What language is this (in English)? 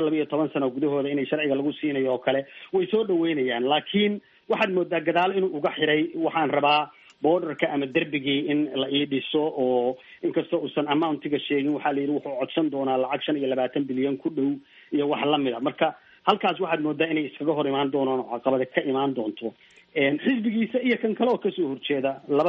Somali